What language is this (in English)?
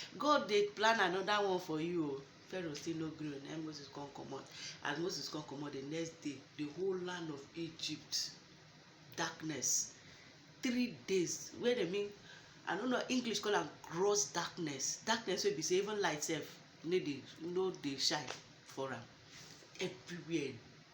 Nigerian Pidgin